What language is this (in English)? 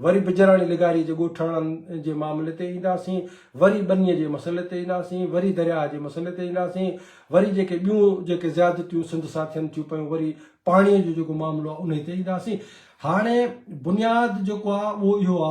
Sindhi